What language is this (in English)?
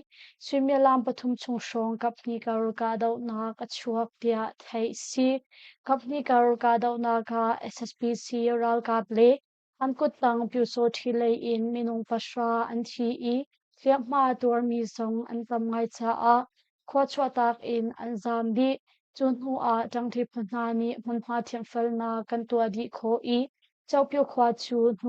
Hakha Chin